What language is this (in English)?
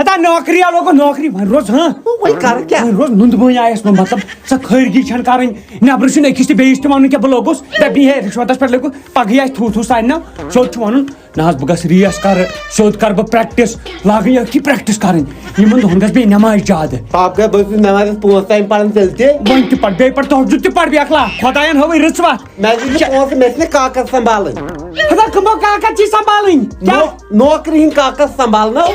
Kashmiri